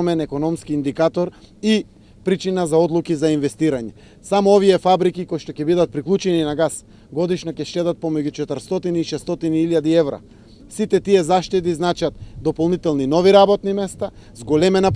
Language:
Macedonian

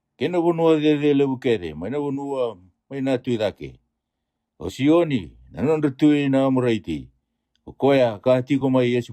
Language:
Fijian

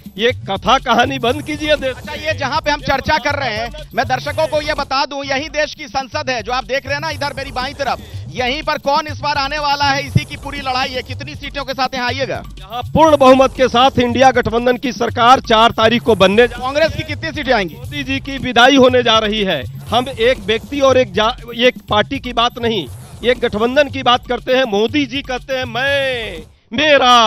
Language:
Hindi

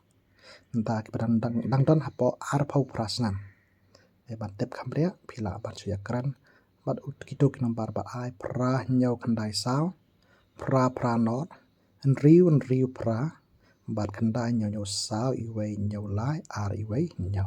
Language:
Khasi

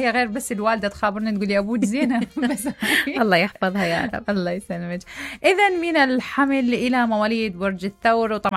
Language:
Mesopotamian Arabic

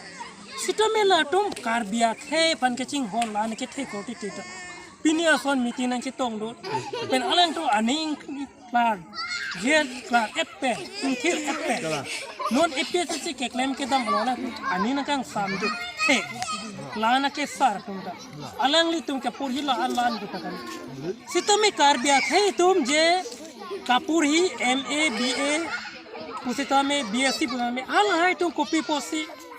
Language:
Karbi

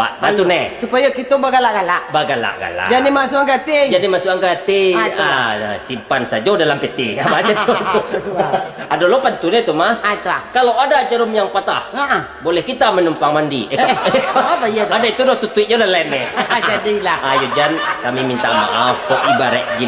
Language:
Minangkabau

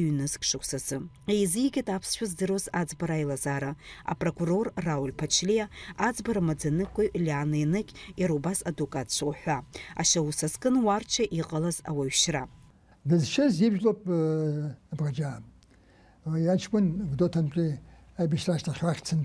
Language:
Abkhazian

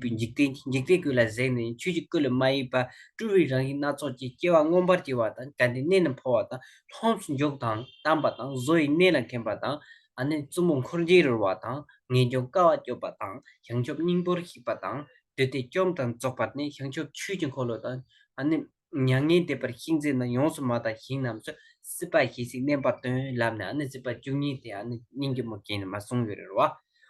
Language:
Tibetan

